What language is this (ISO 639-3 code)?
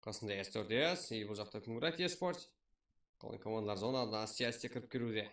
kaa